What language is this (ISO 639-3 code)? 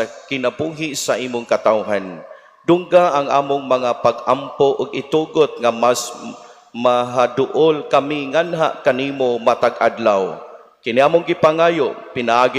ceb